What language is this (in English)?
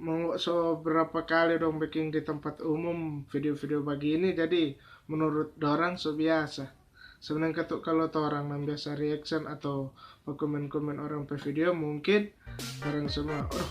Manado Malay